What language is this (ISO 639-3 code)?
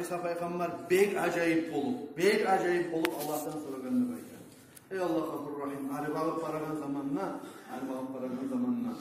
kum